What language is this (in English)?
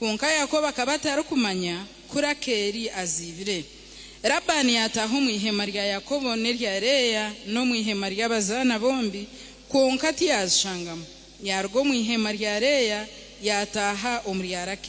Nyankole